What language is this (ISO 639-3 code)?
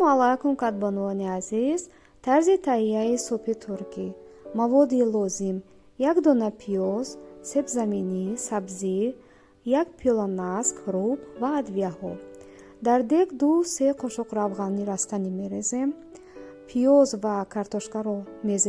tgk